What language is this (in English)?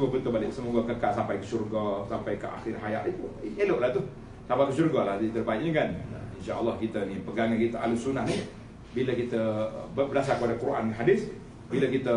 Malay